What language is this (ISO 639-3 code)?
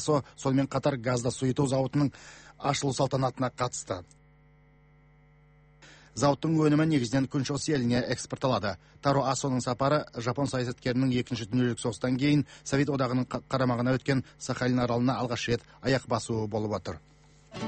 kaz